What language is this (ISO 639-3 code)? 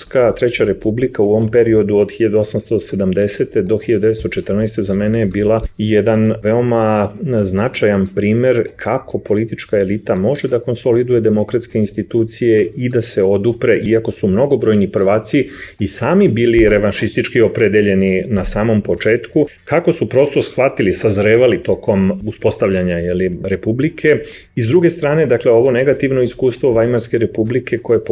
srp